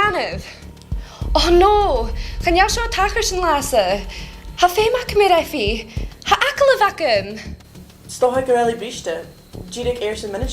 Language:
Scottish Gaelic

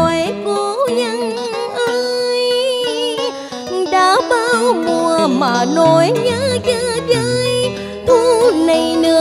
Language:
Vietnamese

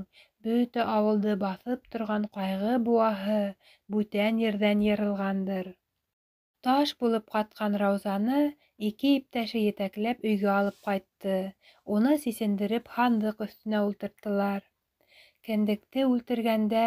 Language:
Bashkir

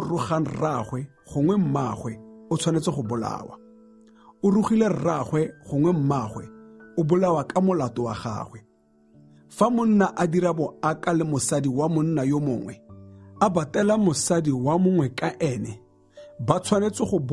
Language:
Tswana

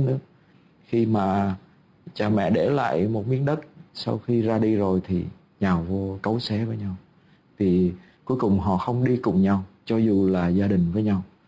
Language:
Vietnamese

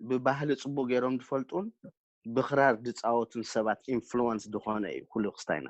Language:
Tigrinya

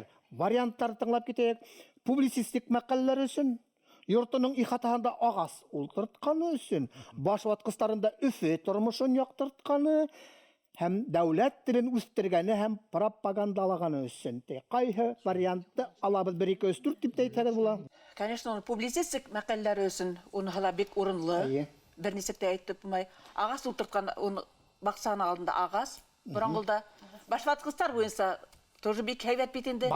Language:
Bashkir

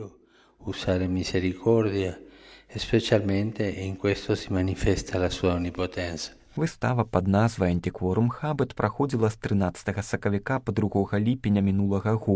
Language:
Belarusian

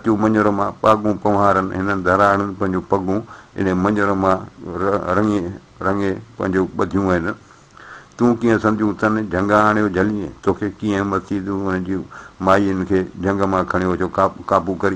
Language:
Sindhi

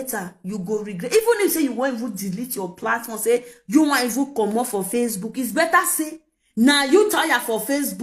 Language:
Nigerian Pidgin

